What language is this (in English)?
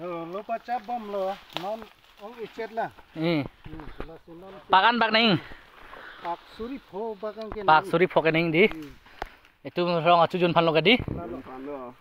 Karbi